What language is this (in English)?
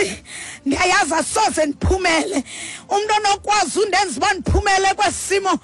Xhosa